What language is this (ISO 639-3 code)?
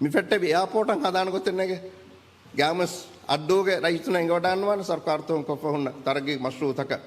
div